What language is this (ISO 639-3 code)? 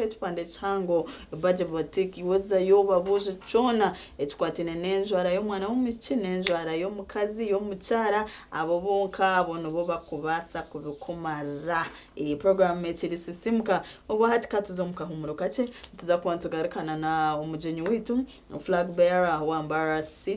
nyn